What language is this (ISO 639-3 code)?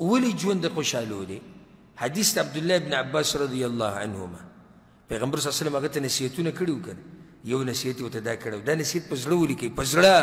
pus